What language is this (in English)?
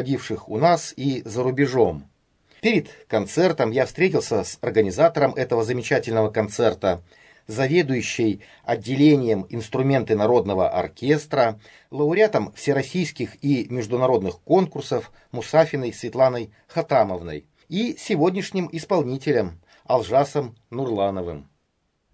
Russian